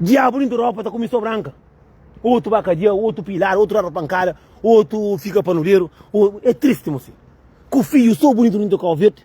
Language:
Kabuverdianu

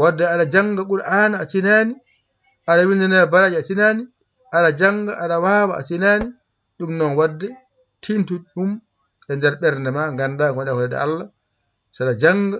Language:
Fula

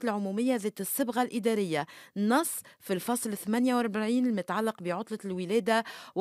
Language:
Tunisian Arabic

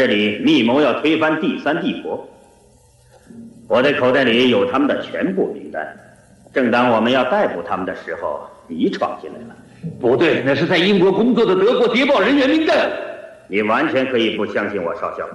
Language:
Chinese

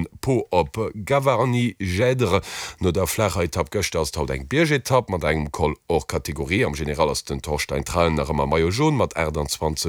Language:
Luxembourgish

